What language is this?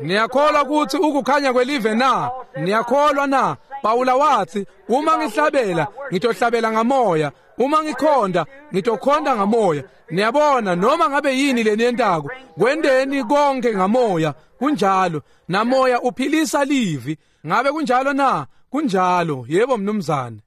Swati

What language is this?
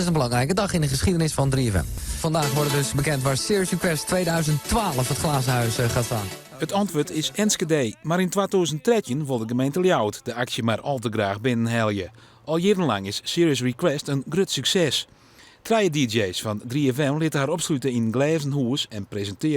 Western Frisian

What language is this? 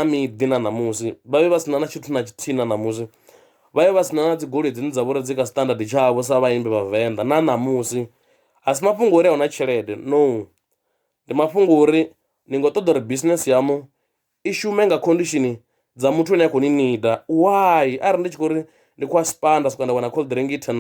Venda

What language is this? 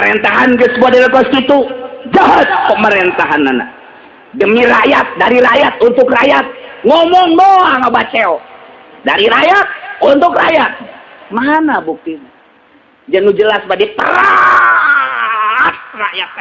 Sundanese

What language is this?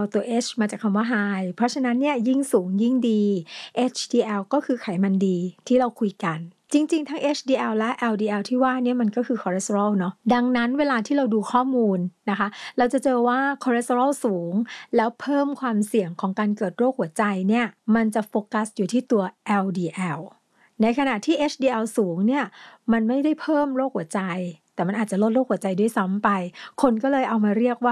Thai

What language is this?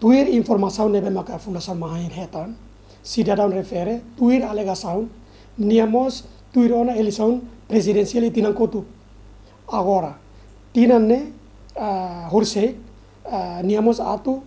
Tetum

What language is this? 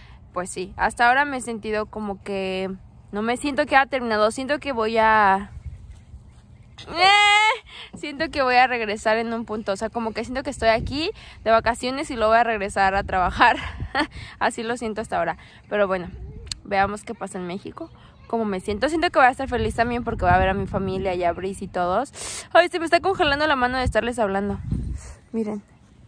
Spanish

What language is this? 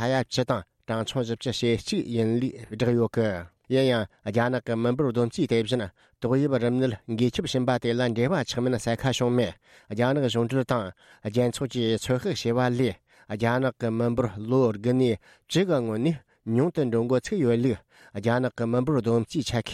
Tibetan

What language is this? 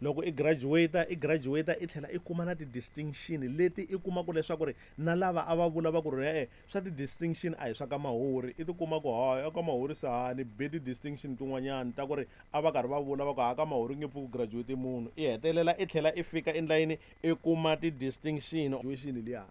Tsonga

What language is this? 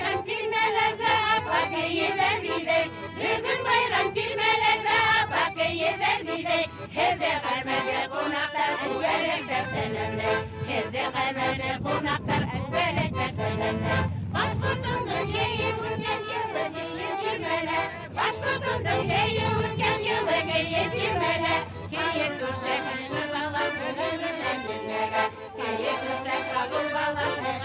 Bashkir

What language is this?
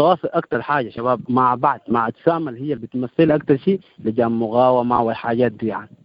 Sudanese Arabic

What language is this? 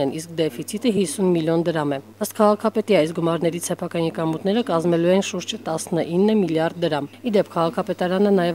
Armenian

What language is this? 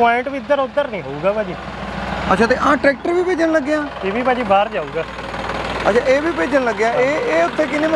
Punjabi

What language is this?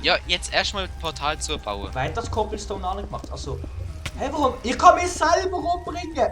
Swiss German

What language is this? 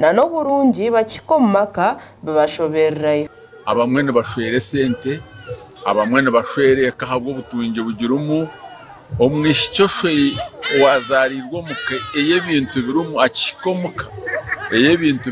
Nyankole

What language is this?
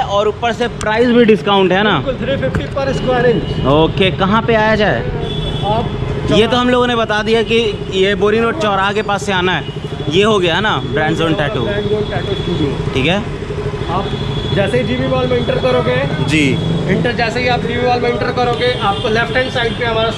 Hindi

